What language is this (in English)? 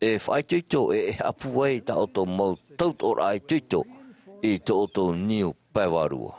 Tahitian